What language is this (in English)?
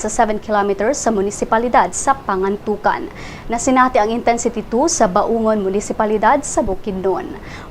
Cebuano